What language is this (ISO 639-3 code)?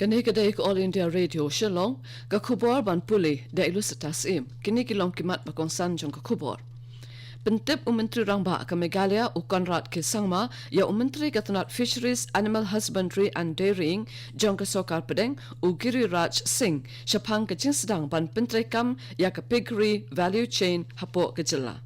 kha